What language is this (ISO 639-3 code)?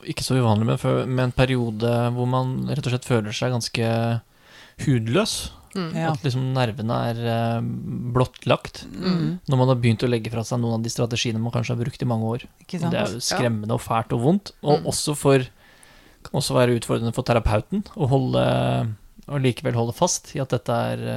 nor